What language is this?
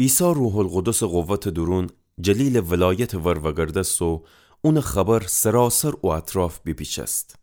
Gilaki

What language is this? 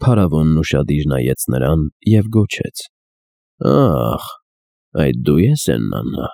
Armenian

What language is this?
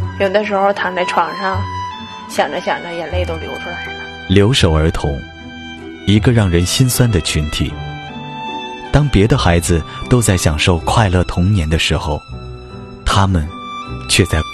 Chinese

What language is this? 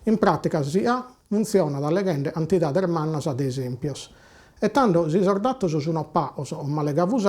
Sardinian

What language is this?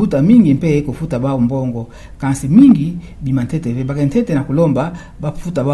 Kituba (Democratic Republic of Congo)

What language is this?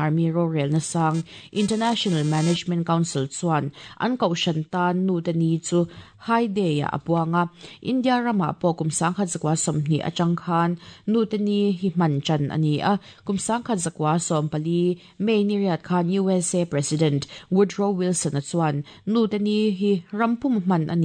Mizo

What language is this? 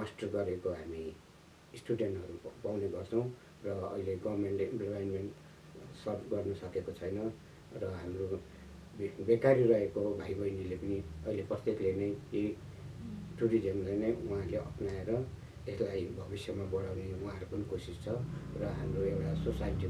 Nepali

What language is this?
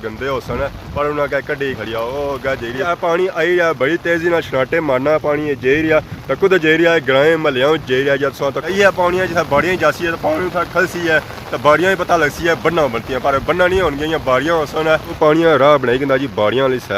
Pahari-Potwari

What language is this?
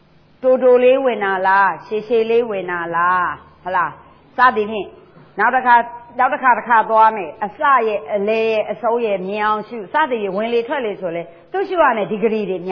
Burmese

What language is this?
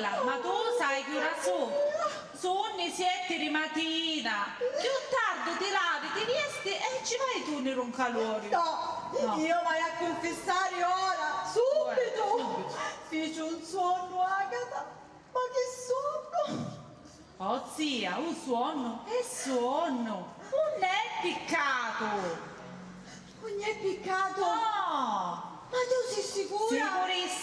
Sicilian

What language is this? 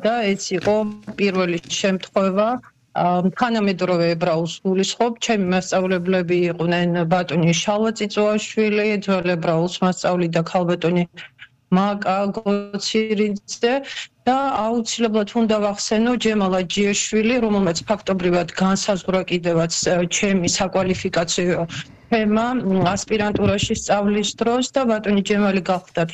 Georgian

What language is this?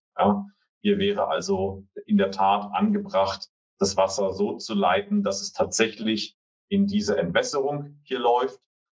German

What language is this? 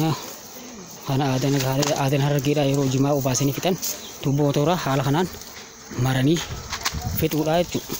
Oromo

